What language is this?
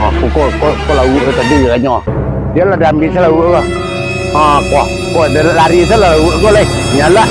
Minangkabau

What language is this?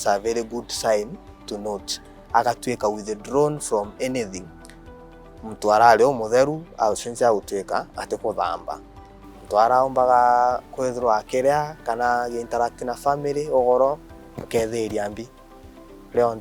Meru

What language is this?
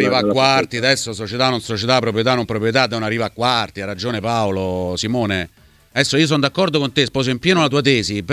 Italian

